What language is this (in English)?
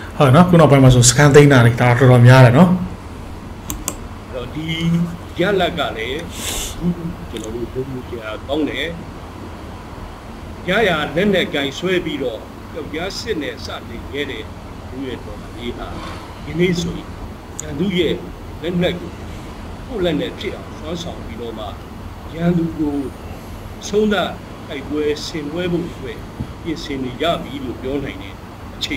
Burmese